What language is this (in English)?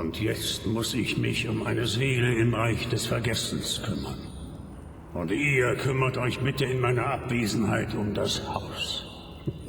Bavarian